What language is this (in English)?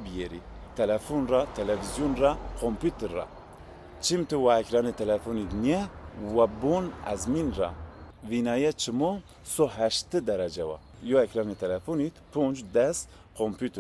Zaza